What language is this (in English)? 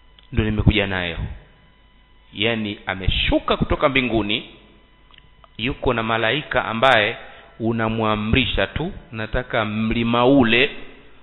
Swahili